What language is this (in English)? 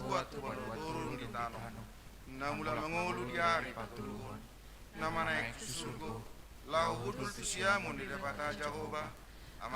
Batak Toba